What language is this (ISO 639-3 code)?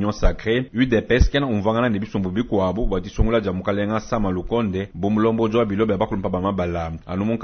lua